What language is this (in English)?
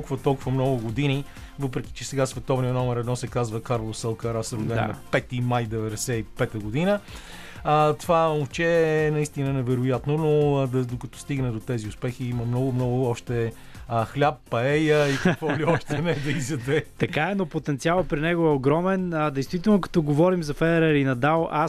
Bulgarian